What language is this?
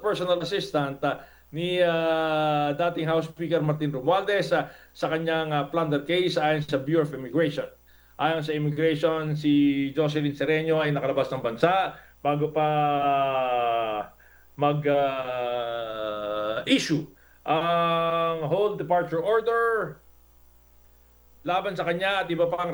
Filipino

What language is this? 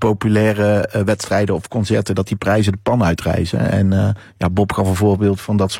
Dutch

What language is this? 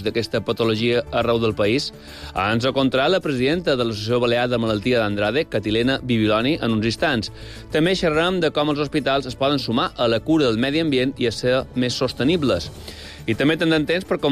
Catalan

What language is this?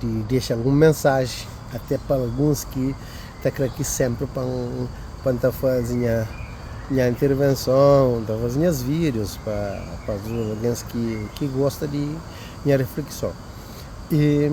Kabuverdianu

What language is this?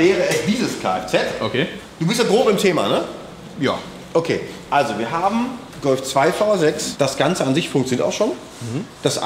German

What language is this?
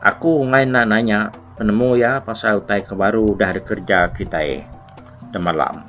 Iban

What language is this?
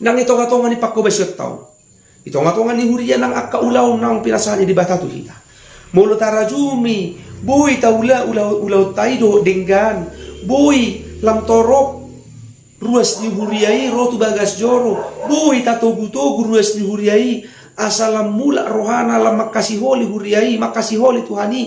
Batak Toba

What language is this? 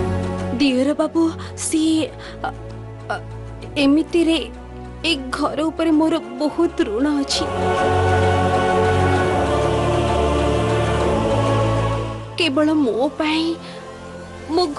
Odia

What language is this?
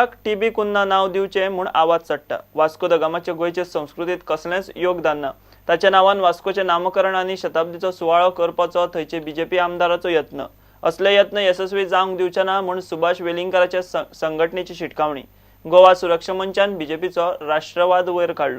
Konkani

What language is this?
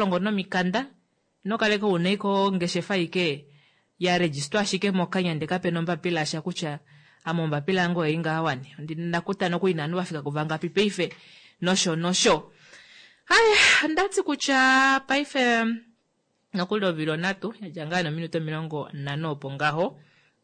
Kuanyama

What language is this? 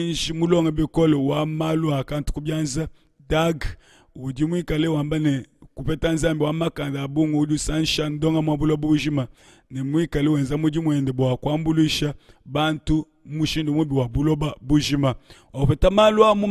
Luba-Lulua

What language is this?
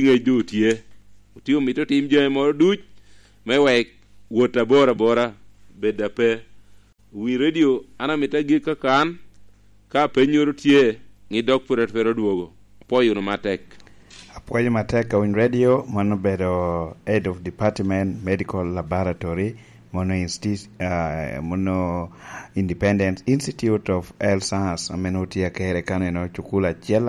Lango (Uganda)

